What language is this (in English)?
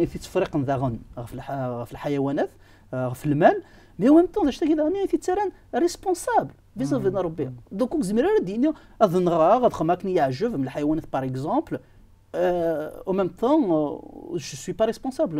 Kabyle